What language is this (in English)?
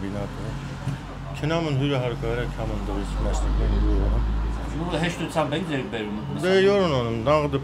Armenian